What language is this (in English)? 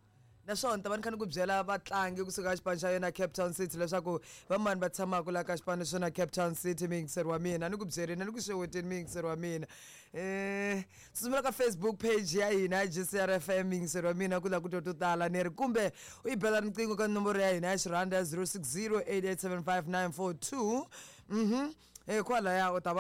Tsonga